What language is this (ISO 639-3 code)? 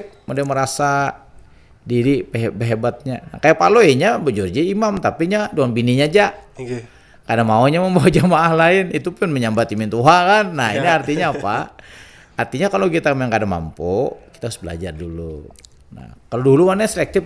bjn